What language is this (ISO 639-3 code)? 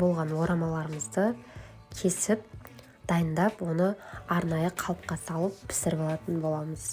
kaz